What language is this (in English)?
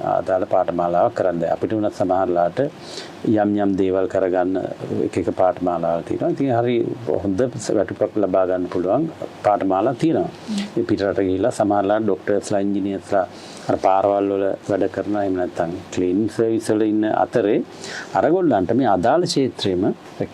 Sinhala